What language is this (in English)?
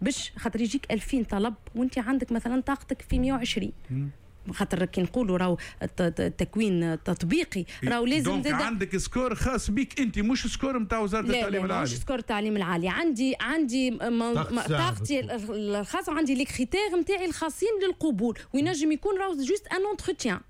Tunisian Arabic